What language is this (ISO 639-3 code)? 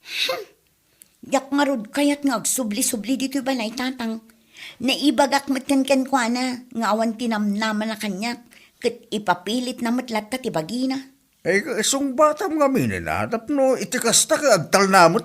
ilo